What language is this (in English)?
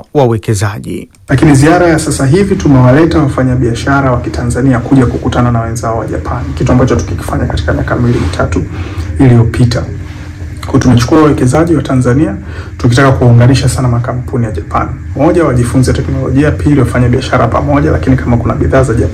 Swahili